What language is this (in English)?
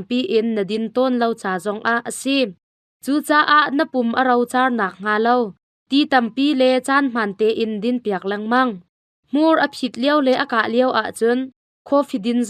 Hakha Chin